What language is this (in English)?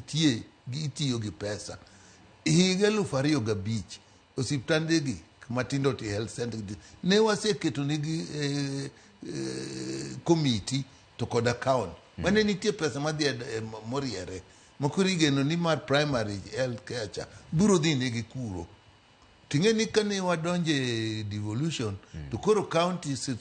Luo (Kenya and Tanzania)